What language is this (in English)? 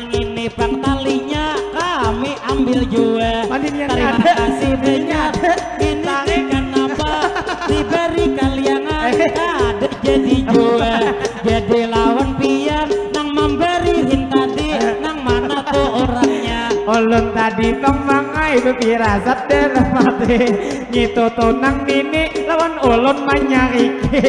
Banjar